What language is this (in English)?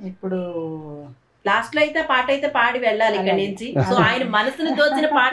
Telugu